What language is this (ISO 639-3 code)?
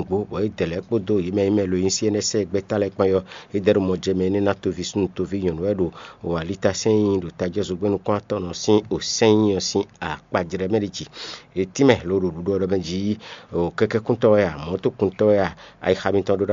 fon